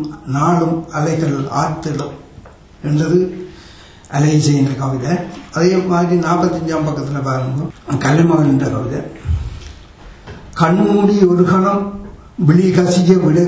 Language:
Tamil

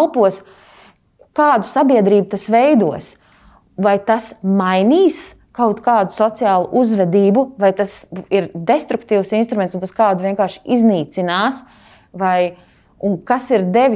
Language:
Latvian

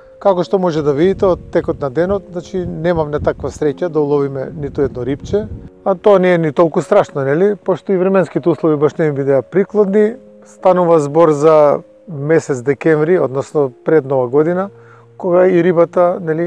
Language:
Macedonian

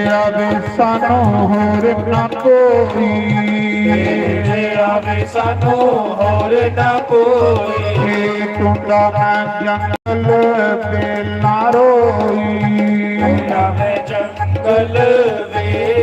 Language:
Dogri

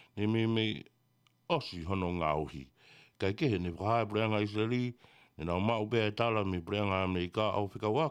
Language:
Tongan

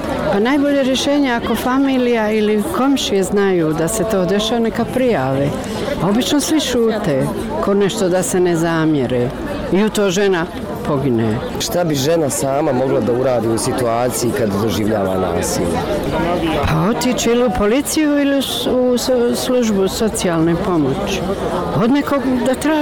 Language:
Bosnian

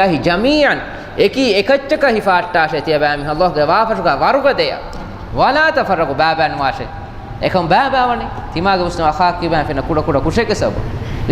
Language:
Divehi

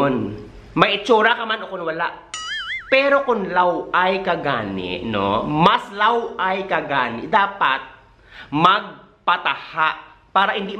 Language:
Hiligaynon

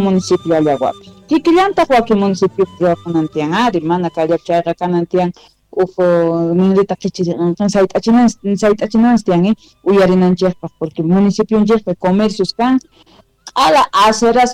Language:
Quechua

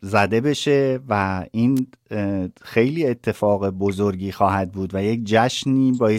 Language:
Persian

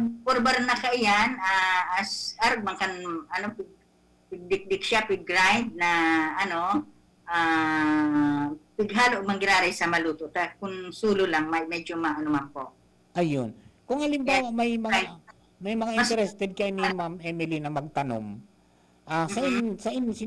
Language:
Bikol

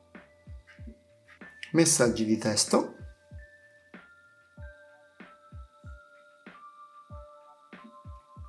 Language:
Italian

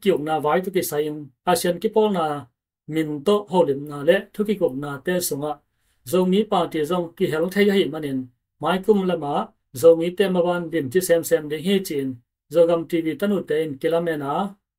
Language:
Tedim Chin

